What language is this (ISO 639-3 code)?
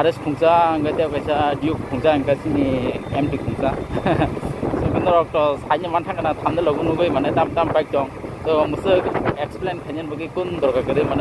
trp